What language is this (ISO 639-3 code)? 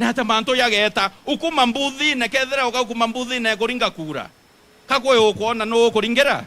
mer